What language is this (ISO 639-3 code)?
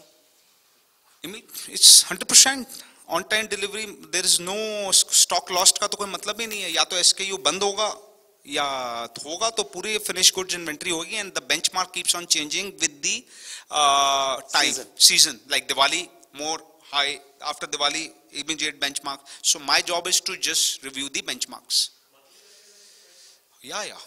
hin